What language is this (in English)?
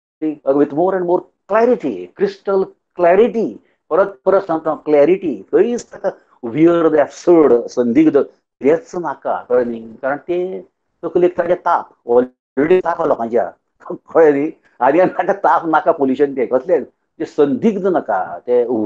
Konkani